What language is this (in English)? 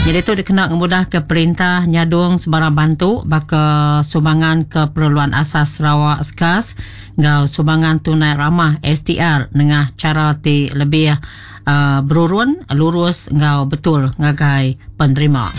Iban